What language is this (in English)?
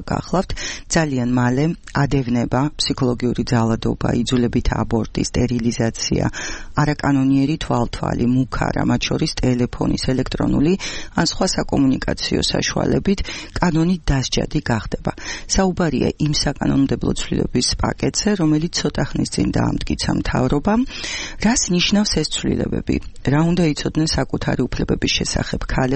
Georgian